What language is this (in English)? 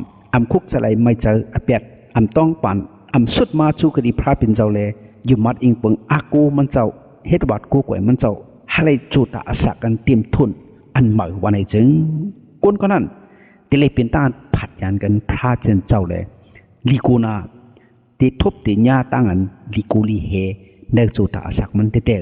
Shan